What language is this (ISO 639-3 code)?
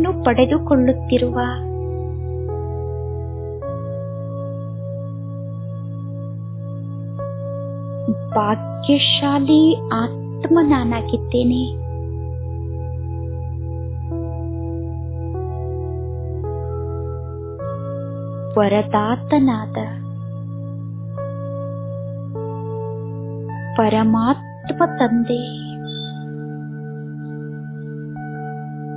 kan